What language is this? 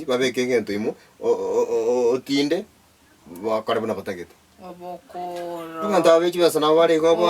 Gusii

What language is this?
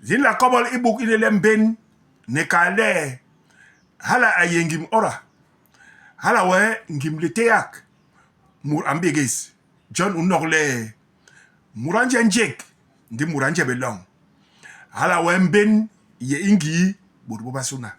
Basaa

